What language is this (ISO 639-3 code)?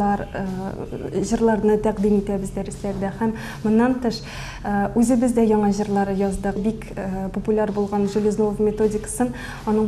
tat